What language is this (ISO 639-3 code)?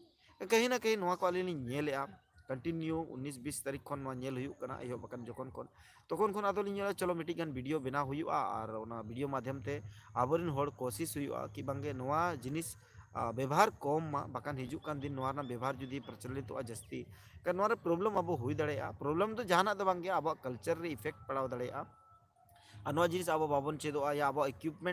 sat